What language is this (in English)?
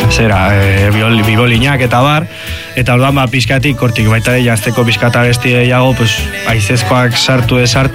Basque